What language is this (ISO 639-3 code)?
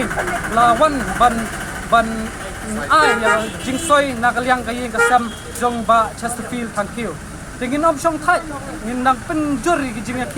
kha